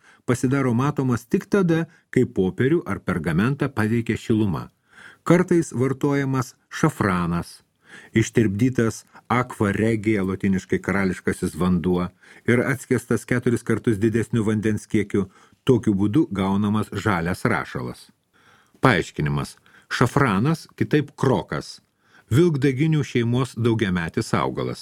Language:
Lithuanian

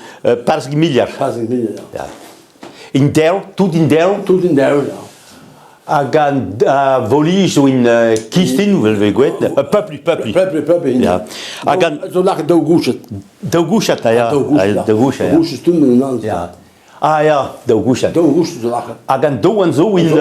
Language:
Breton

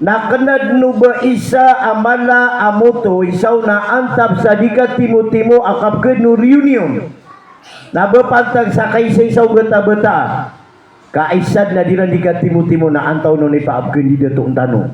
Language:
Maranao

